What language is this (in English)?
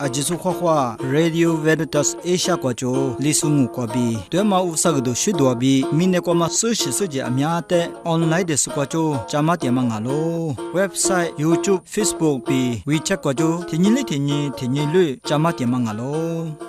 Lisu